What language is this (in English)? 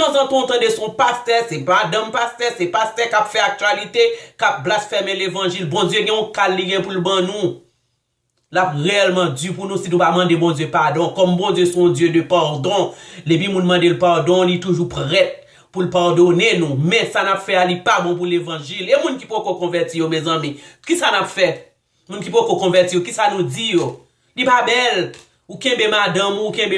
Haitian Creole